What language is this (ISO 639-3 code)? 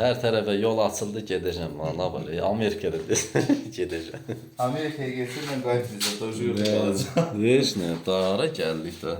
aze